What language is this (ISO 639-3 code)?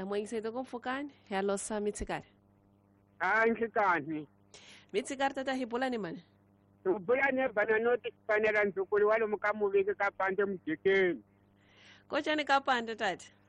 tso